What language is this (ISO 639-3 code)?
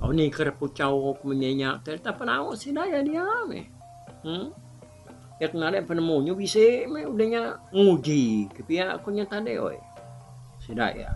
iba